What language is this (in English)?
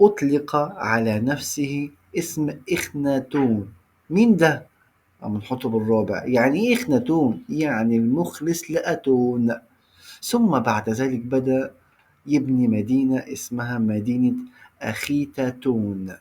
Egyptian Arabic